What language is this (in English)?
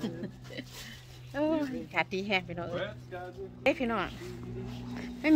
Thai